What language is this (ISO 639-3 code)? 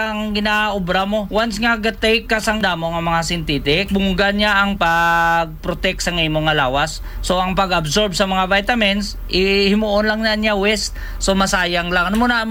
hil